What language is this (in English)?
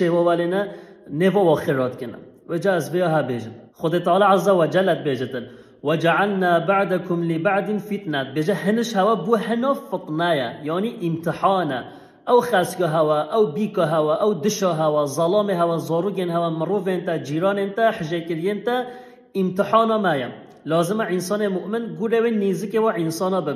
Kurdish